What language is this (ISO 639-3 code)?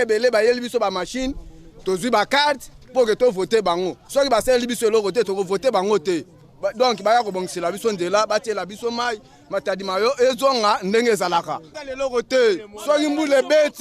lin